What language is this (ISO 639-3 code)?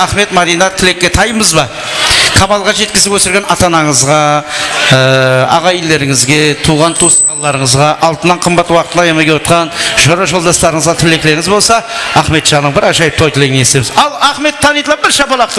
kaa